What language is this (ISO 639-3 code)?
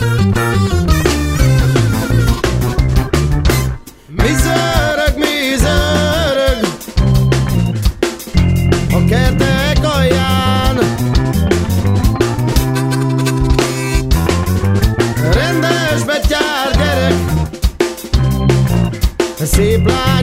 hun